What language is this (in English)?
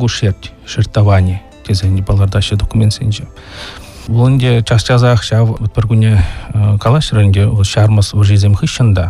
Chuvash